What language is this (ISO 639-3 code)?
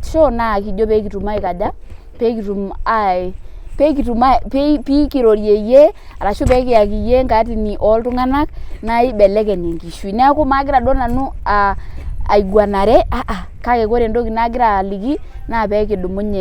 mas